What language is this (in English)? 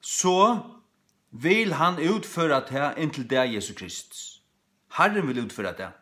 Faroese